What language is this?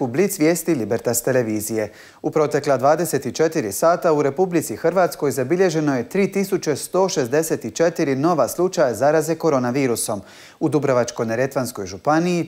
Croatian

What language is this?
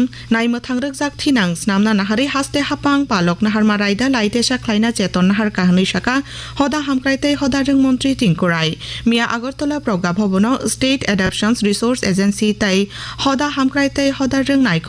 Kok Borok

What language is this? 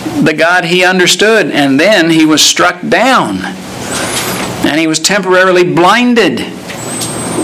English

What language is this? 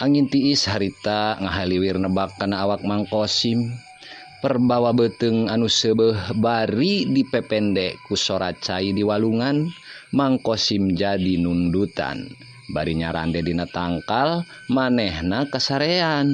Sundanese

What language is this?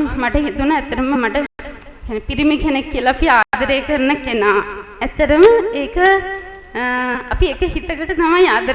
Sinhala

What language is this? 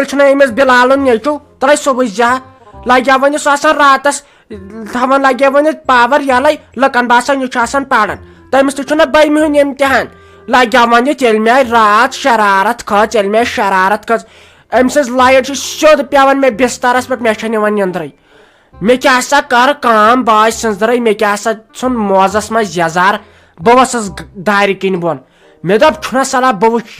Kashmiri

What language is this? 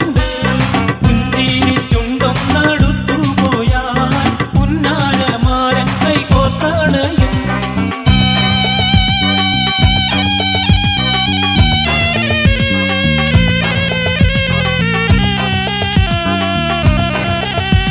Malayalam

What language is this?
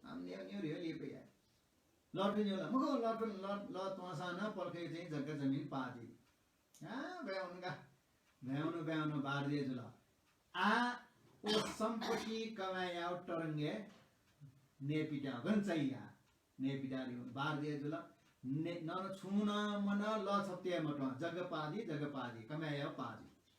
Newari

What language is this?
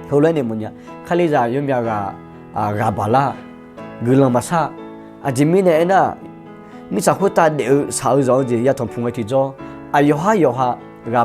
Akha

